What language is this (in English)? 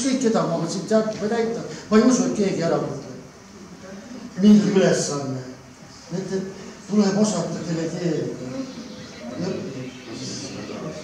Estonian